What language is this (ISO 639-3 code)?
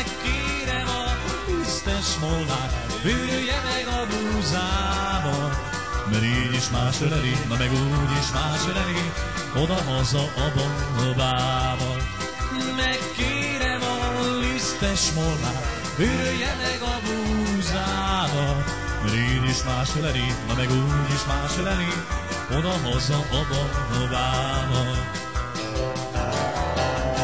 hun